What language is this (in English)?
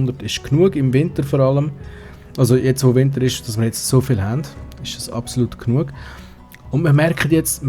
Swiss German